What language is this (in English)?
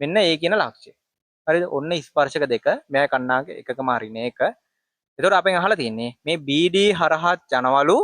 Sinhala